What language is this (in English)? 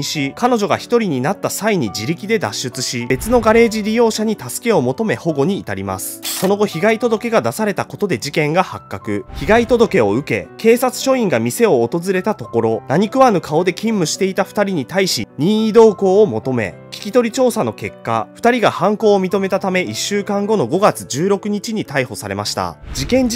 Japanese